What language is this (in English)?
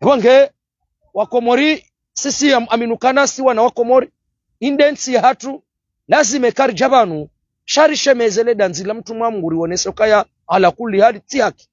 Ngazidja Comorian